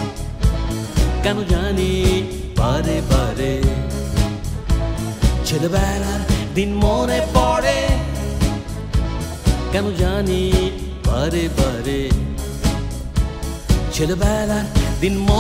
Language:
Bangla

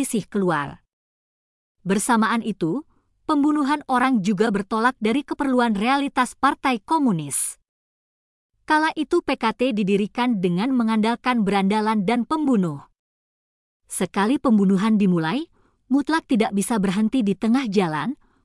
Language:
Indonesian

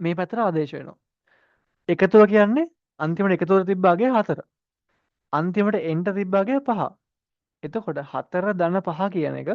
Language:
Sinhala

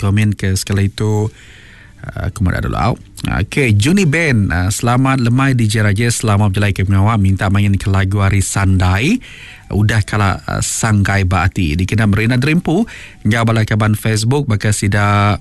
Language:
Iban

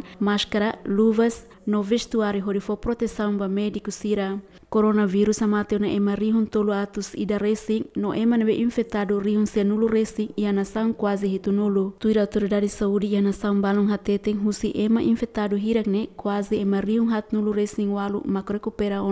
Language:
Tetum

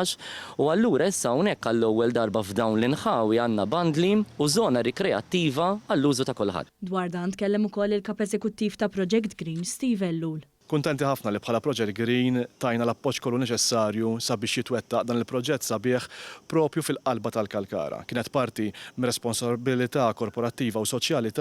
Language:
Maltese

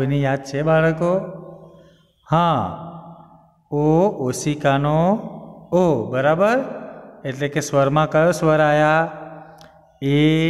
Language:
Gujarati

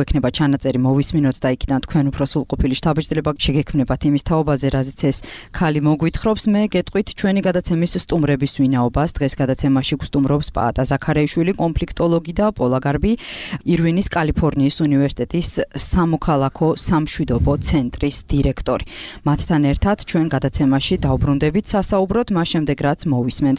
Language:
Georgian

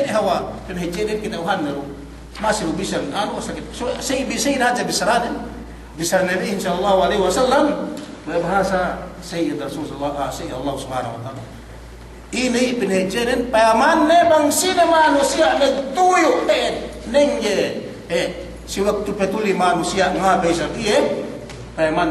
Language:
Yakan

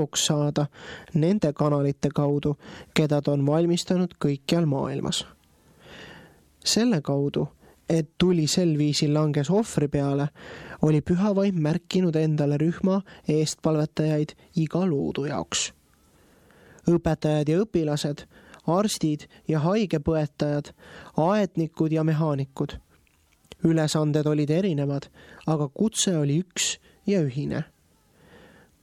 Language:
Estonian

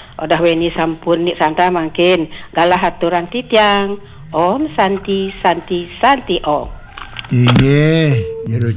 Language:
Balinese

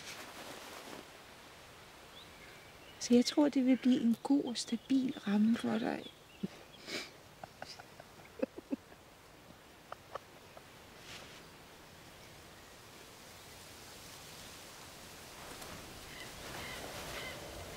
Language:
Danish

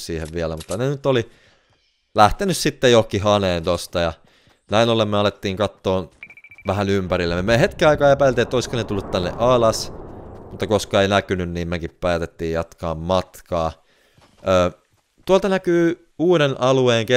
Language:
Finnish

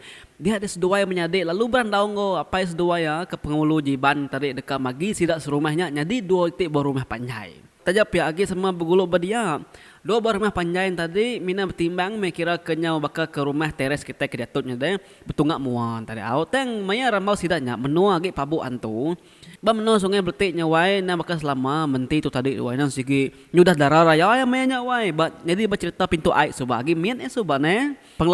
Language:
Iban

